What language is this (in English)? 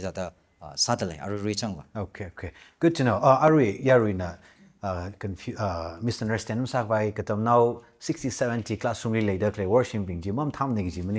Tangkhul Naga (India)